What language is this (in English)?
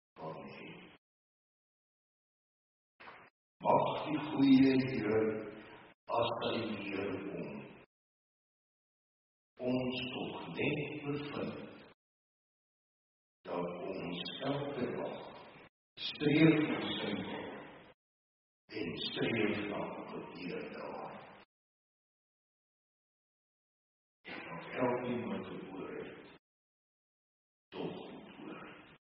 Afrikaans